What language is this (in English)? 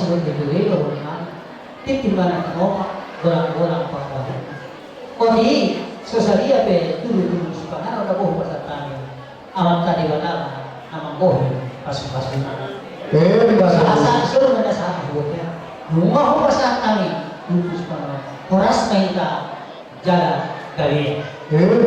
Batak Toba